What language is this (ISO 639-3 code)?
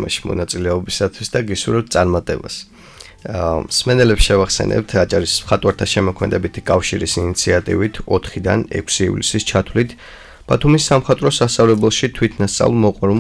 kat